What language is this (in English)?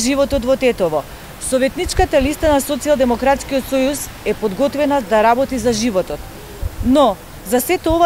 Macedonian